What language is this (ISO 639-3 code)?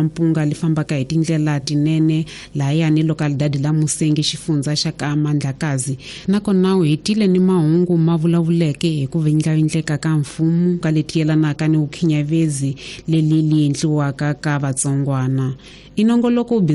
tso